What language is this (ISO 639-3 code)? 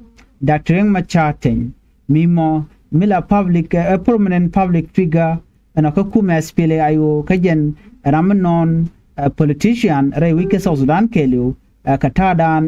nus